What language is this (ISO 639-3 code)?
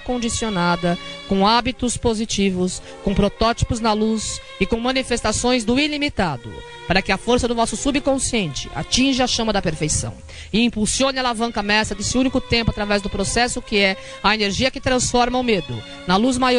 por